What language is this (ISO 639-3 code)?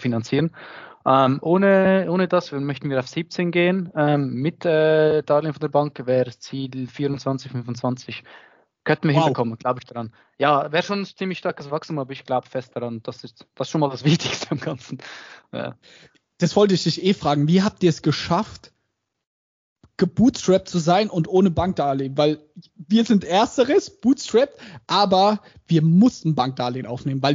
deu